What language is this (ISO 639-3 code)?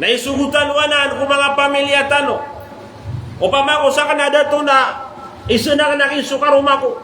mrw